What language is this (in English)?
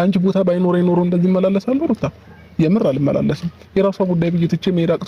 Amharic